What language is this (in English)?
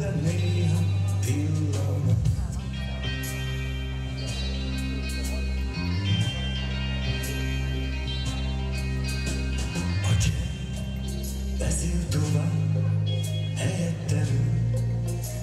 Hungarian